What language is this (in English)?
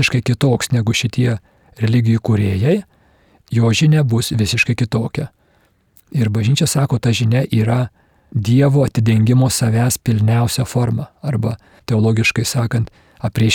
Lithuanian